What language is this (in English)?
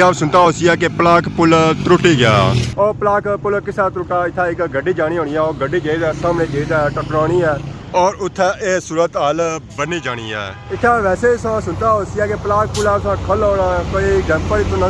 Pahari-Potwari